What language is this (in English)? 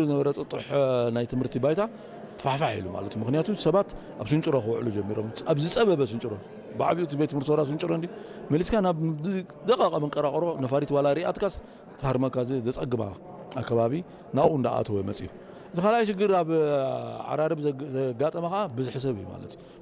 Tigrinya